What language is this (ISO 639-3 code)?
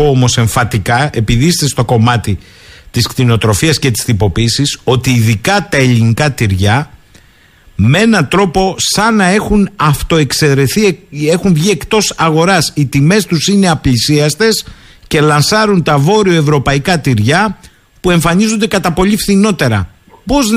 ell